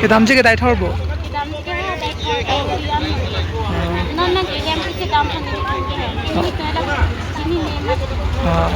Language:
Karbi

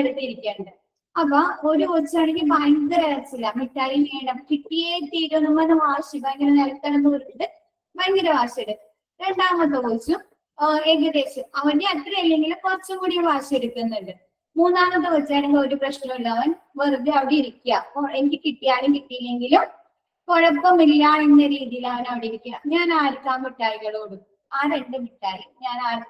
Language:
Malayalam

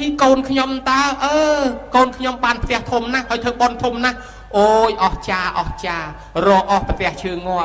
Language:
Khmer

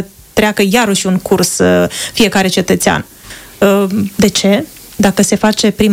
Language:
Romanian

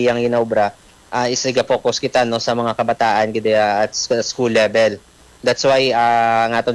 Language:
Hiligaynon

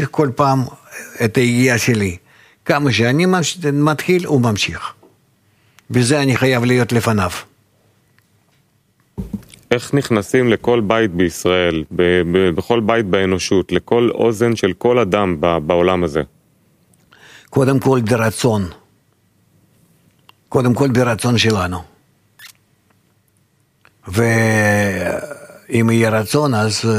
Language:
Hebrew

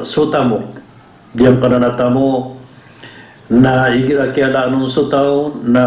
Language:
Maranao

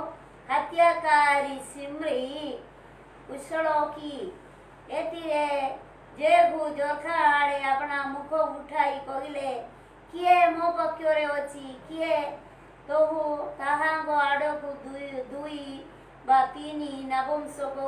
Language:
Odia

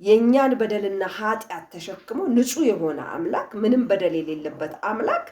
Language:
Amharic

